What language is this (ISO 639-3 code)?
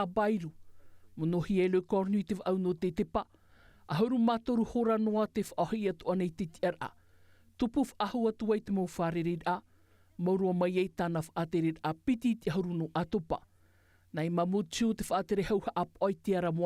tah